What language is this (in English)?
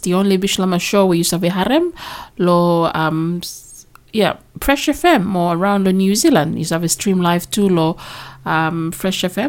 Bislama